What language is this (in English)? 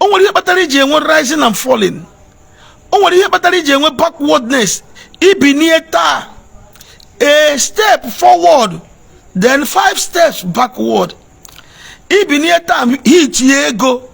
Igbo